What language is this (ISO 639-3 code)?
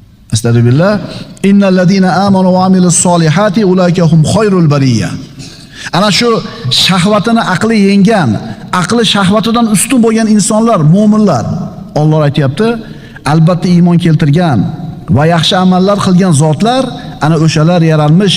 uzb